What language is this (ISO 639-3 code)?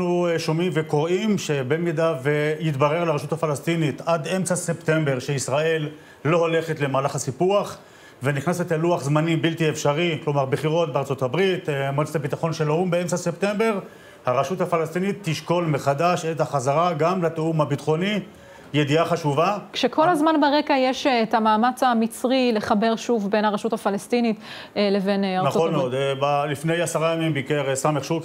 heb